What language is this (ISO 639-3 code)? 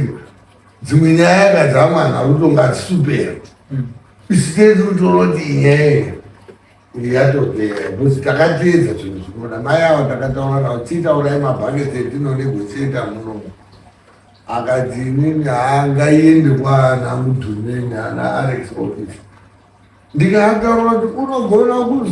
sna